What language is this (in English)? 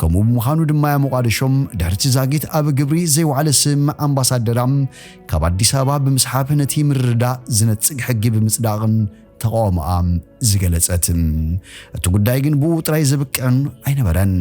Tigrinya